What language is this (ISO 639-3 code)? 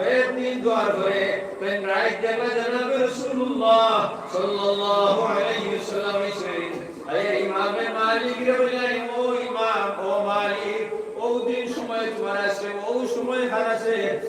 syl